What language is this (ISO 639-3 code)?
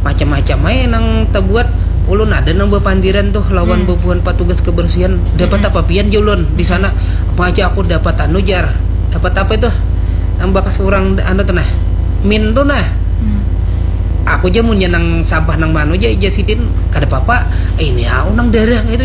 bjn